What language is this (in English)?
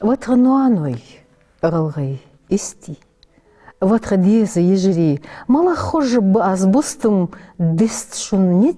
Ingush